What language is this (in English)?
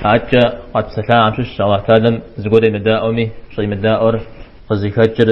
Kabardian